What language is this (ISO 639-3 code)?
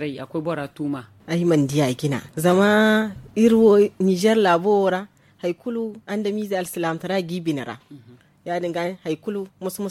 dje